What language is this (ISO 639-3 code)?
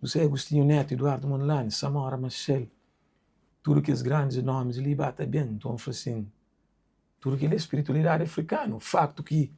kea